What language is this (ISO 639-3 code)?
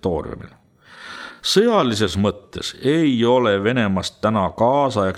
est